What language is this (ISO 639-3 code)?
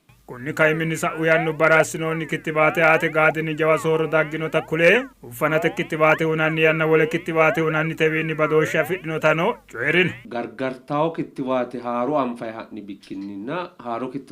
sid